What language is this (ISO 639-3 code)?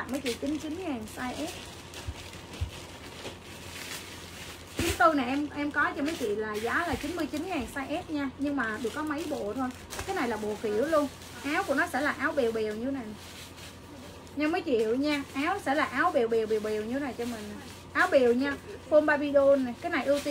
vie